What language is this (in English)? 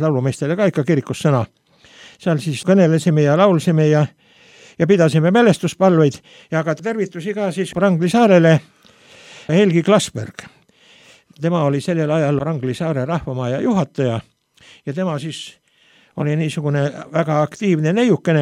Estonian